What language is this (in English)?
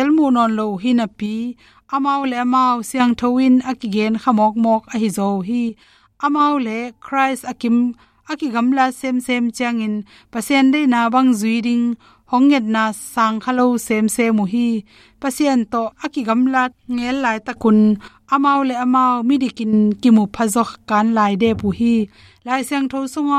Tedim Chin